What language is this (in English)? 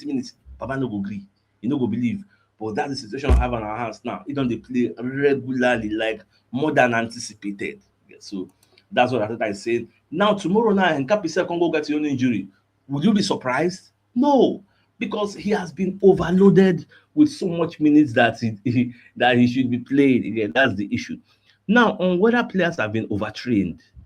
Nigerian Pidgin